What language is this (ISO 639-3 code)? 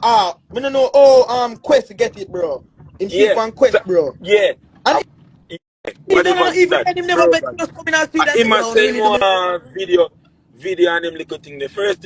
jam